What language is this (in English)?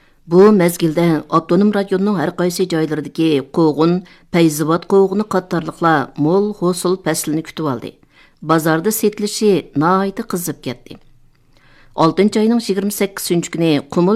Uyghur